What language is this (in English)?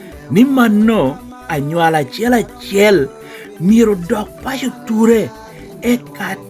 Lango (Uganda)